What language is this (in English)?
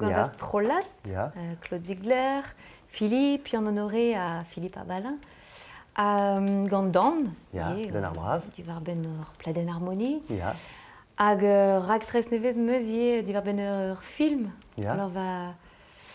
Breton